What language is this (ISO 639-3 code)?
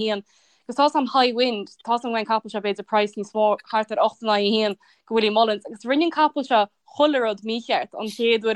gle